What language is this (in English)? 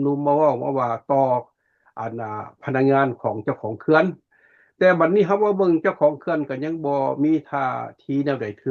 Lao